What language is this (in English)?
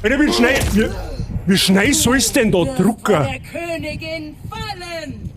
Bavarian